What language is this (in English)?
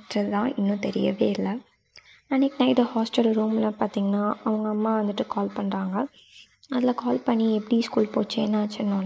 Tamil